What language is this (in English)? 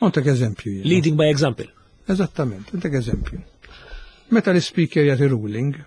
Maltese